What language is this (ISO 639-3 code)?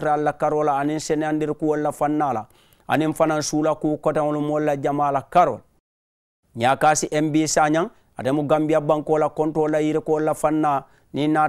man